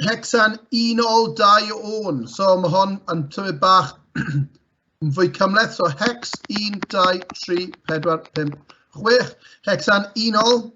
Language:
Welsh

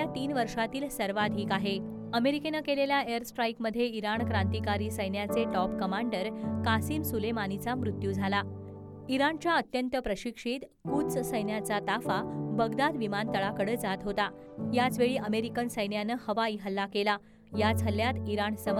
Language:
Marathi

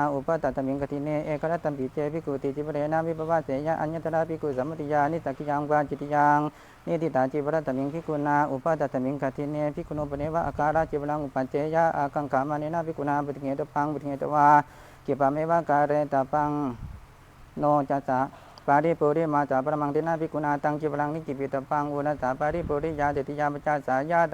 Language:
Pali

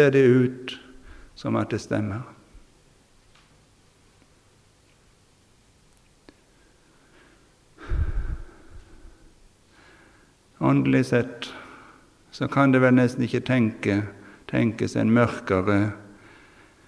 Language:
Norwegian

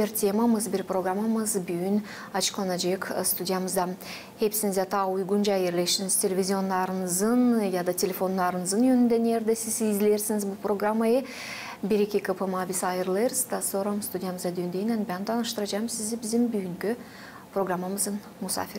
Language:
Gagauz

